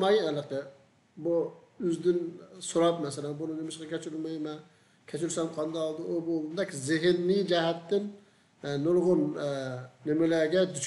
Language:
Uyghur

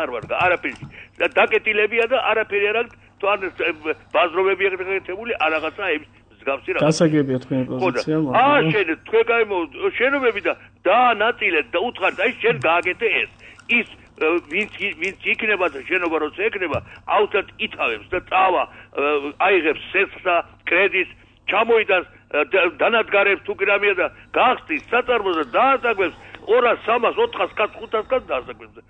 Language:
Georgian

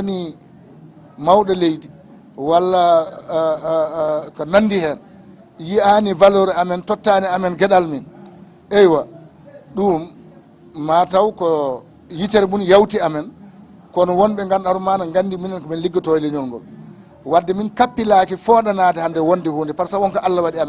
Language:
Fula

